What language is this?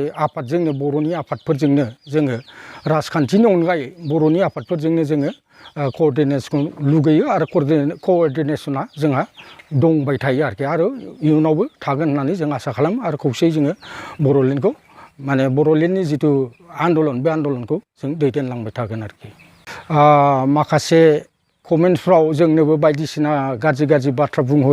Bodo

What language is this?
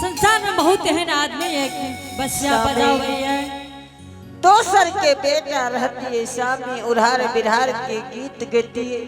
Angika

